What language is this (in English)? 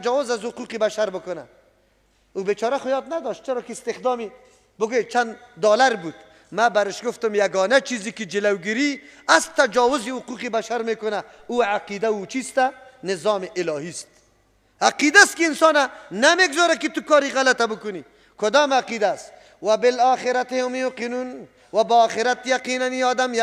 Persian